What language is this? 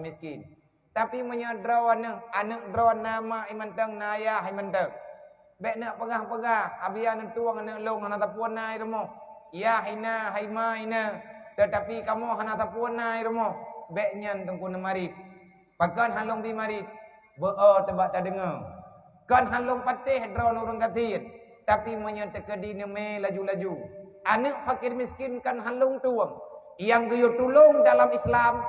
Achinese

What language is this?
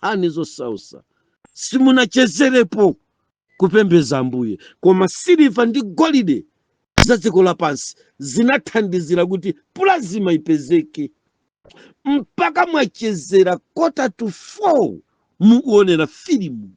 Nyanja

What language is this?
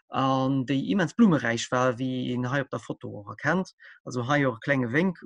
Luxembourgish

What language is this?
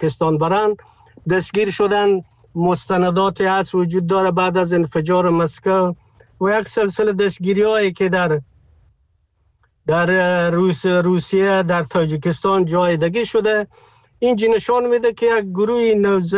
Persian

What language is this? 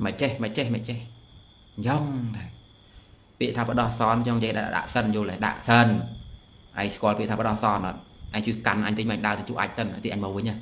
Khmer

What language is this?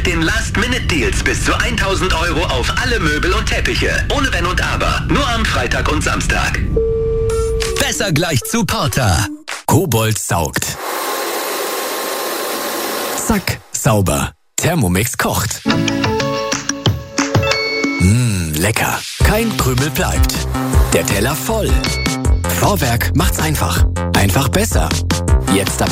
German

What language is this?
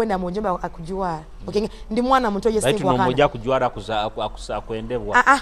Tooro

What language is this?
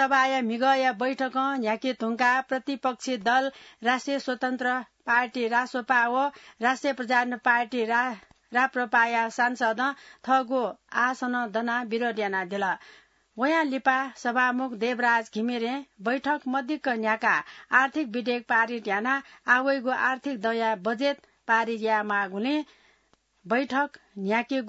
Newari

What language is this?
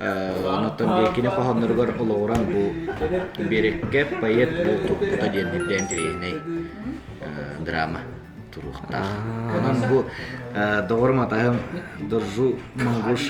Yakut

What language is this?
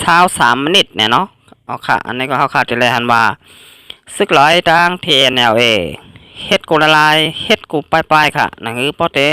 Shan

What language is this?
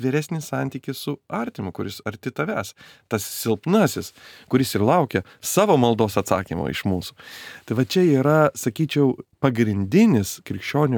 Lithuanian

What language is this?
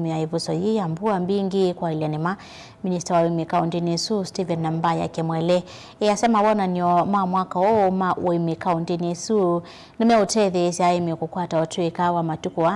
Kamba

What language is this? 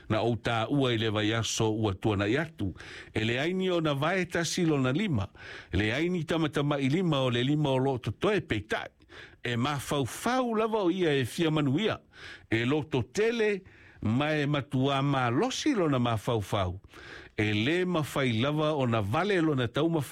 Samoan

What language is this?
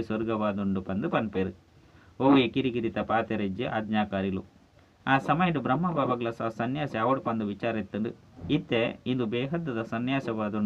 Tulu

